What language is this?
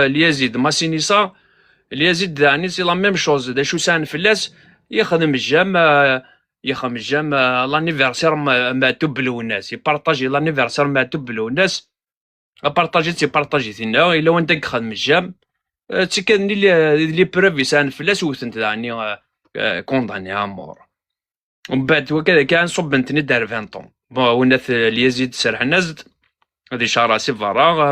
Kabyle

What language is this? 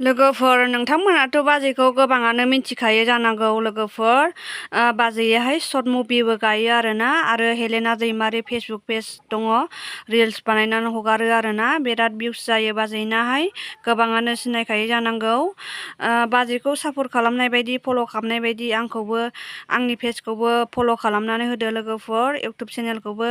Bodo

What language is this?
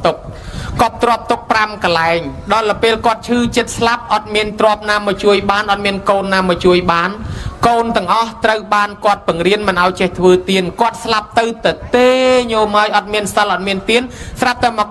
Khmer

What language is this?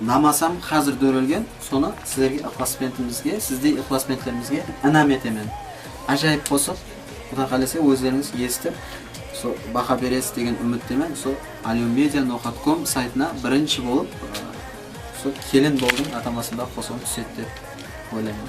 Kara-Kalpak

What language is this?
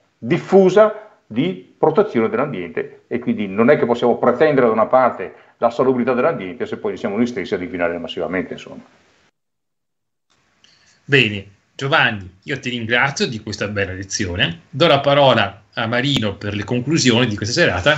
Italian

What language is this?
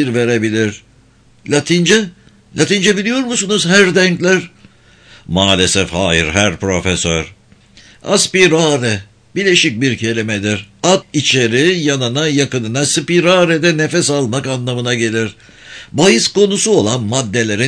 Turkish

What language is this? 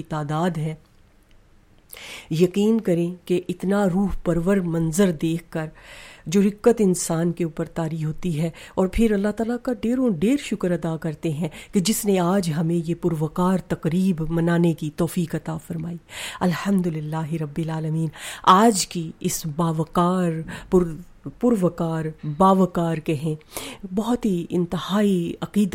Urdu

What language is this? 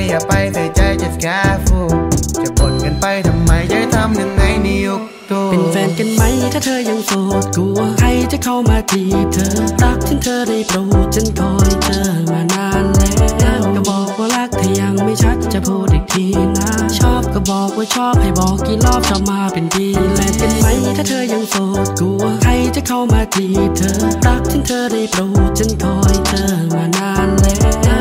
Thai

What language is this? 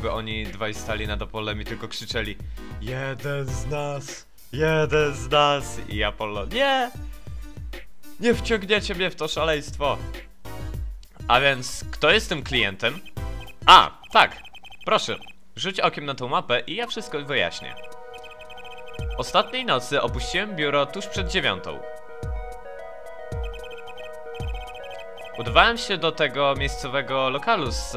Polish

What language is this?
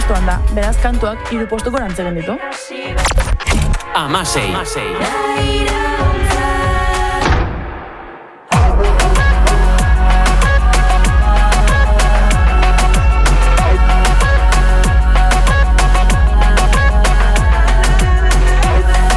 Basque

